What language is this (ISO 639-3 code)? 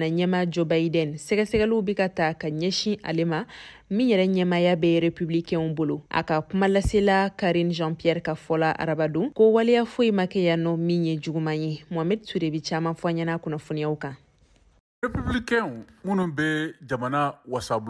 bam